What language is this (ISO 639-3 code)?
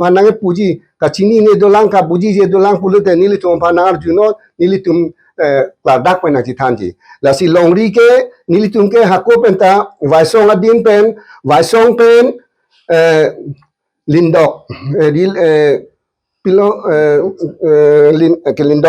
mjw